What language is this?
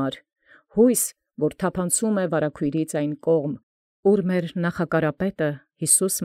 Armenian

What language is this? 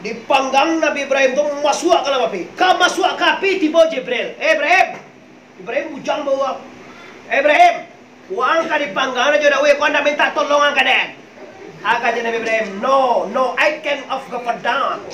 Minangkabau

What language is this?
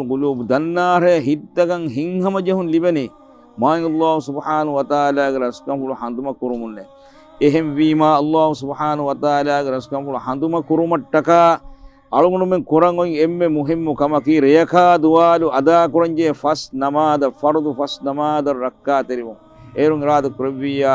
Divehi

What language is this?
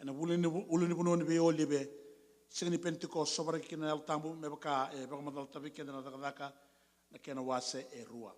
Fijian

